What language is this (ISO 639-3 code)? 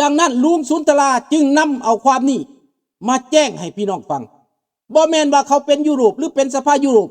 lao